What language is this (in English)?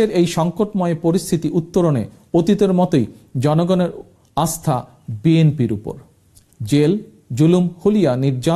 Bangla